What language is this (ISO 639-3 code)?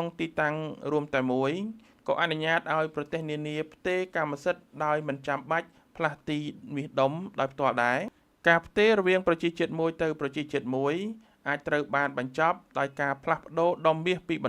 khm